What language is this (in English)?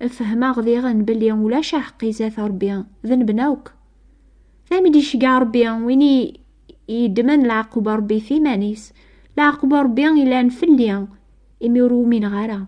Kabyle